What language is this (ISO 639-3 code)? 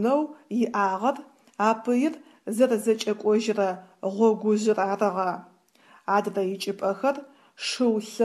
ady